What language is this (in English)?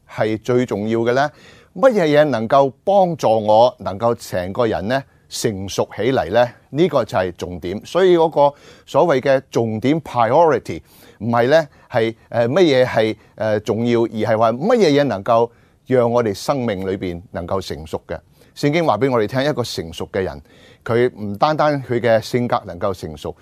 Cantonese